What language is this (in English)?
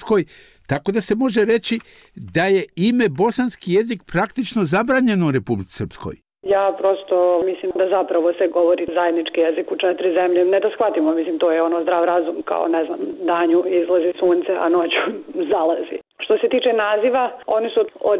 Bosnian